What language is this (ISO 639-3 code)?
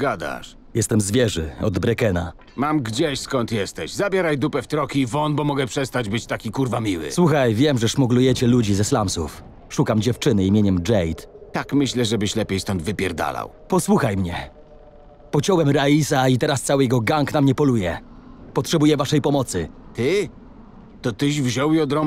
pol